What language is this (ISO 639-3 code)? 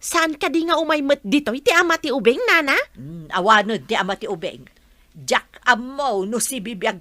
ilo